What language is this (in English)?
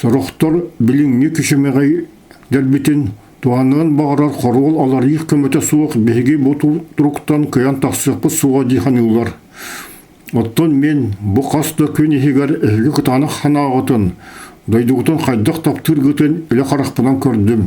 Yakut